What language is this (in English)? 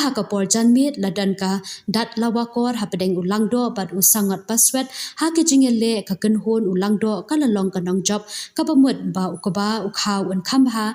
Khasi